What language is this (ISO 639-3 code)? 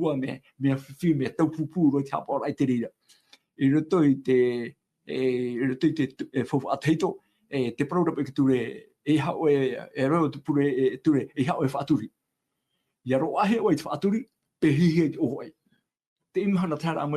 tah